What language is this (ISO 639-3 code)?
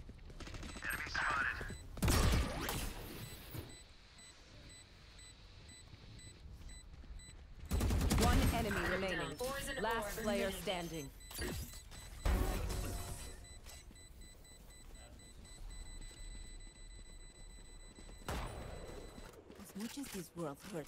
eng